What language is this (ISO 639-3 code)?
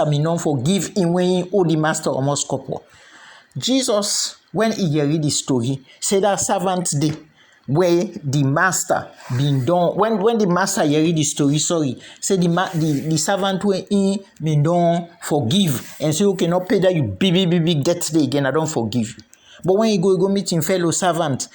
kri